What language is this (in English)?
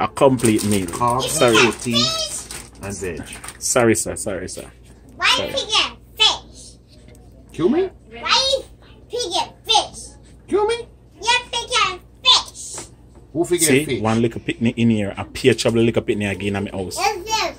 Jamaican Creole English